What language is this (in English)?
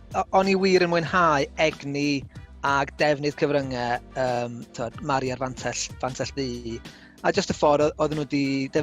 Welsh